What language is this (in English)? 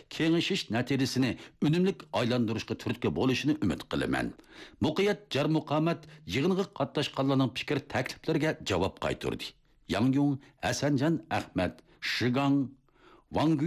Uyghur